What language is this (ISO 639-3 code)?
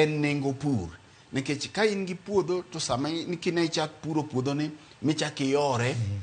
luo